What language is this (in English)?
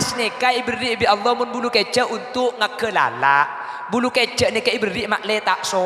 Madurese